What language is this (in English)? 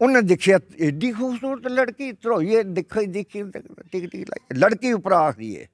Dogri